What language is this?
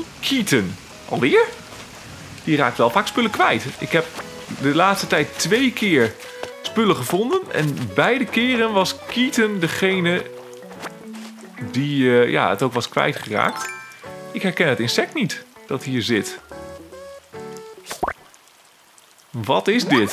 Dutch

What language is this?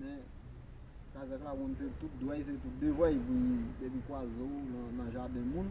Haitian Creole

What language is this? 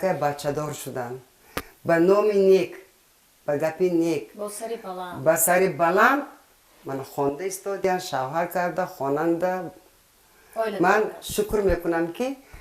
Tajik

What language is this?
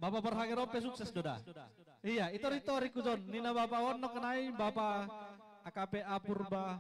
Batak Simalungun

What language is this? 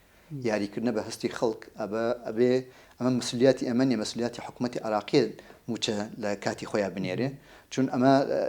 Central Kurdish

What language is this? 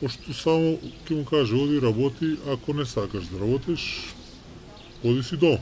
Macedonian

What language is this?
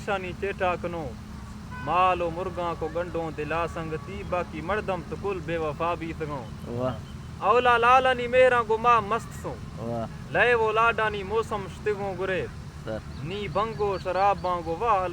Eastern Balochi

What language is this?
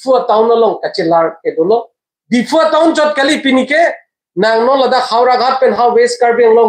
Karbi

